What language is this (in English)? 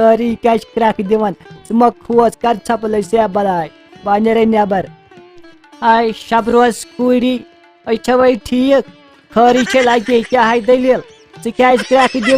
Kashmiri